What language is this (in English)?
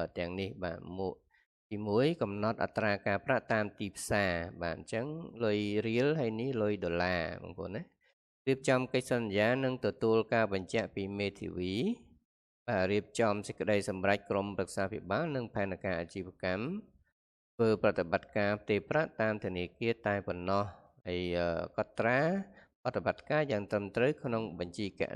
Khmer